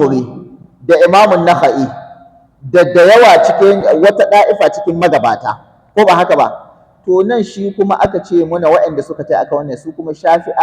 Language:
Hausa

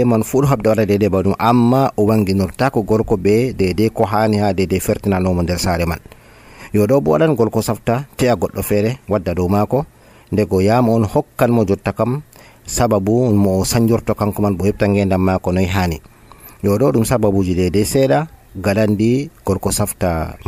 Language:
Nigerian Fulfulde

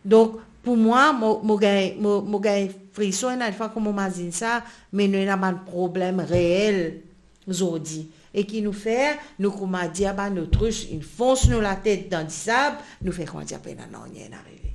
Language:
Morisyen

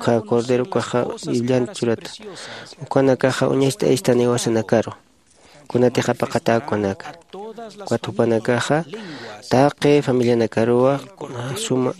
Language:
Aymara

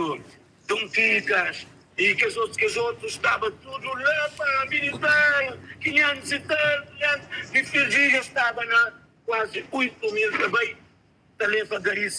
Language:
Kabuverdianu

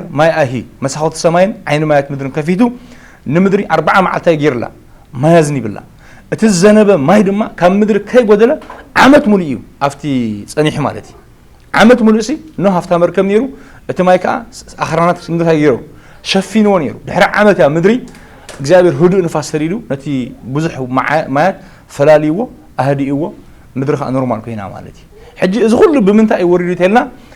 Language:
Tigrinya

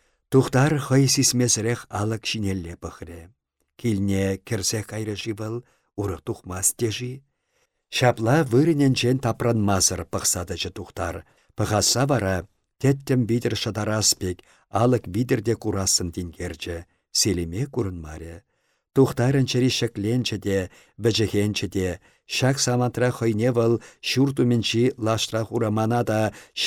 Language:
Chuvash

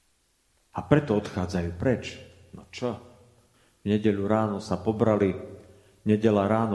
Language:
Slovak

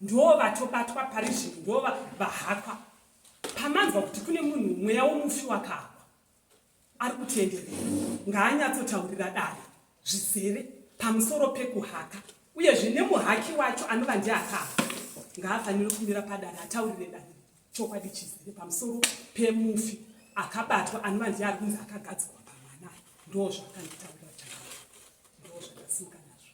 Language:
Shona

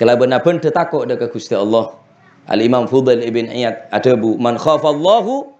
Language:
Madurese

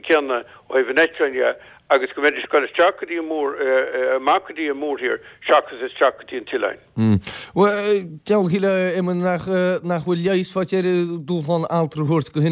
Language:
Irish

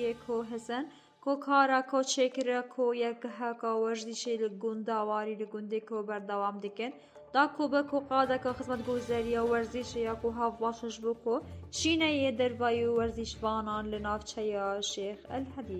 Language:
Kurdish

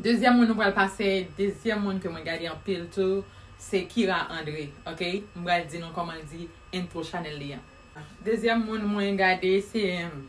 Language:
Haitian Creole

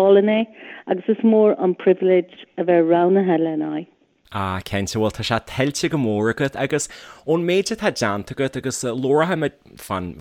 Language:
Irish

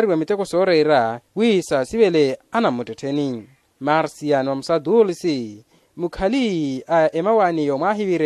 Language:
Makhuwa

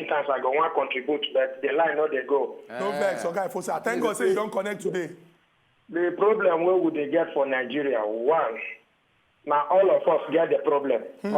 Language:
Nigerian Pidgin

